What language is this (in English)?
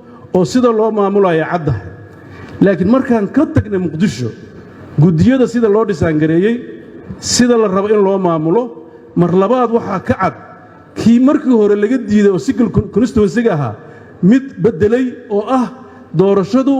Somali